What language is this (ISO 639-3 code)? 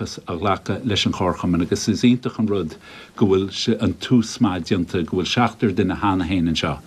gle